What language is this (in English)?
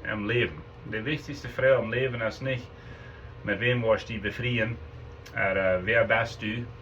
Plautdietsch